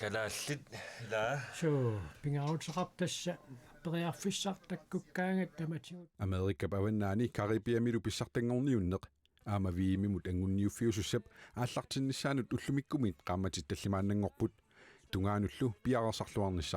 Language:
Kalaallisut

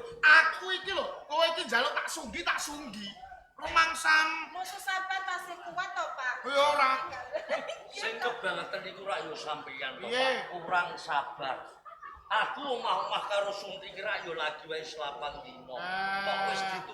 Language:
Javanese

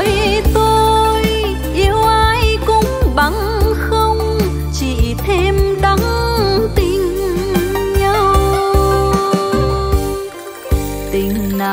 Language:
Vietnamese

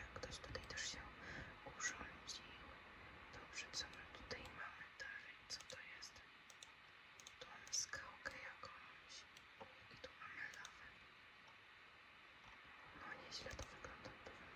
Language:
Polish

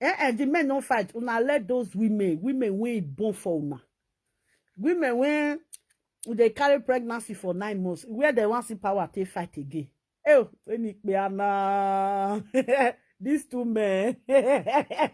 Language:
Nigerian Pidgin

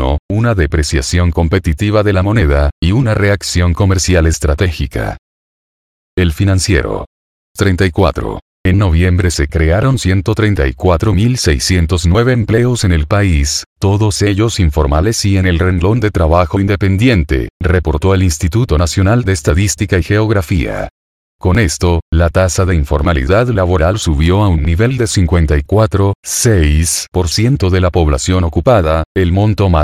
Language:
Spanish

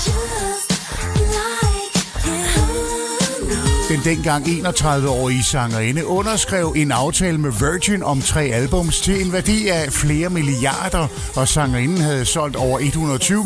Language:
Danish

